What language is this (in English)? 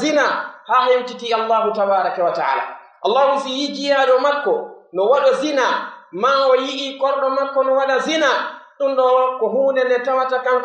Pular